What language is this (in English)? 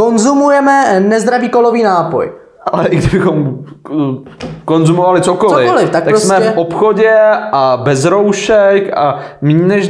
Czech